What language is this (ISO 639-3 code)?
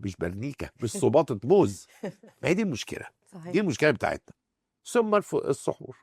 arz